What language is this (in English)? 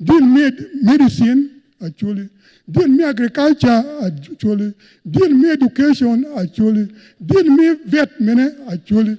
Acoli